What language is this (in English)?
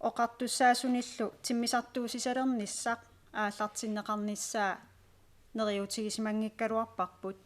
Kalaallisut